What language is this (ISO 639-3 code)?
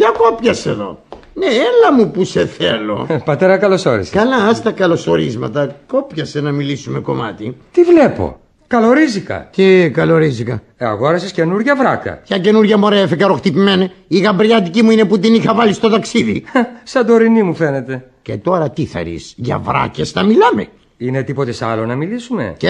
ell